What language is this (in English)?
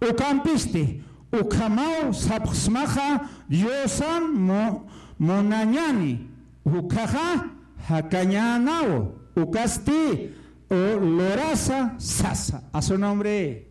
Aymara